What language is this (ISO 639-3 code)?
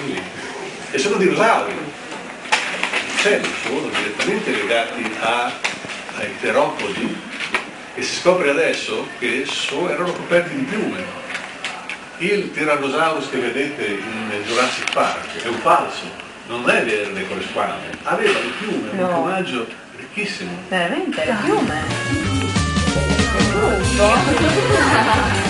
ita